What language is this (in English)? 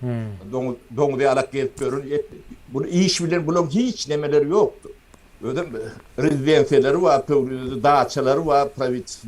Turkmen